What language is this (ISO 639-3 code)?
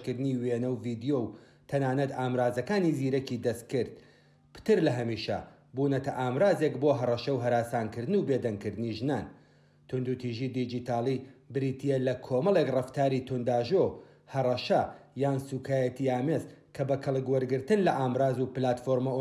ckb